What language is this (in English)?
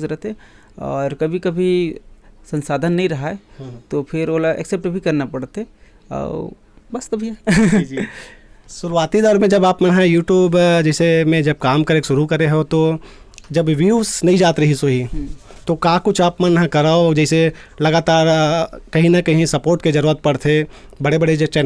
Chhattisgarhi